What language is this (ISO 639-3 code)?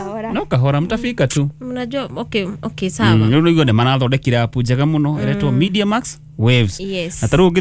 kik